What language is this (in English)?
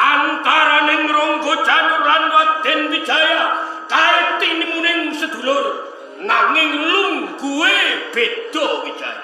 Javanese